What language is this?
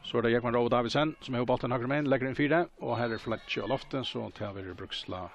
Faroese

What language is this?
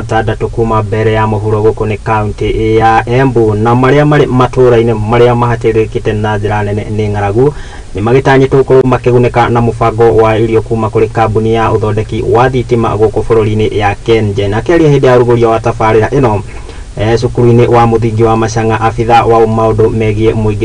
Kikuyu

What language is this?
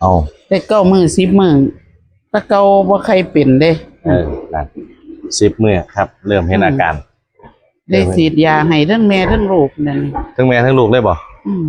Northeastern Thai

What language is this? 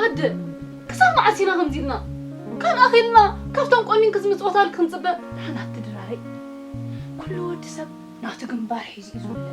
Tigrinya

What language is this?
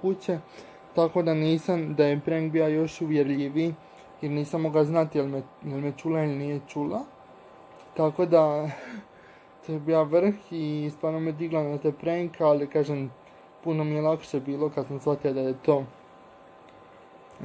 Croatian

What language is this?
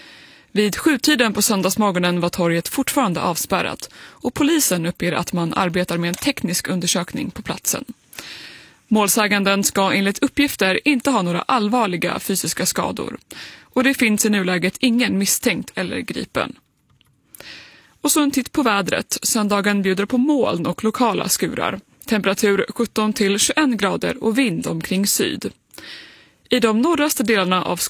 Swedish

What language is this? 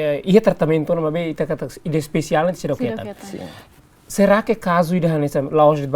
Tetum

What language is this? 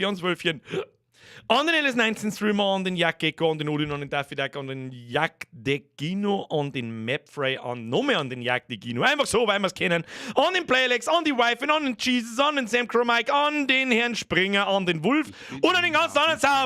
Bavarian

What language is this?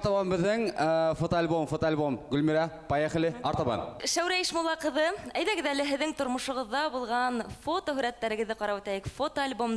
Bashkir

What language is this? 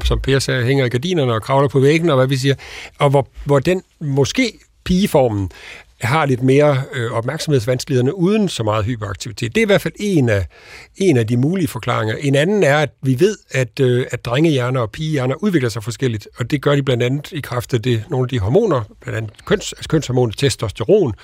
Danish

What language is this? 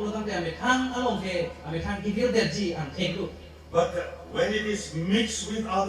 Karbi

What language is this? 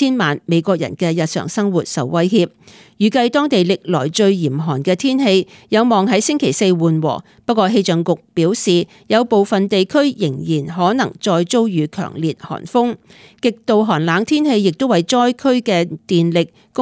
Cantonese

